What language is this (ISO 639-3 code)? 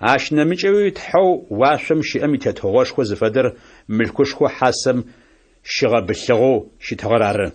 ady